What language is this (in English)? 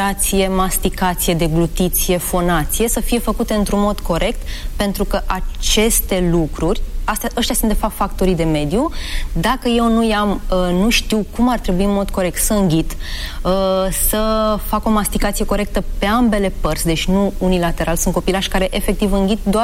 Romanian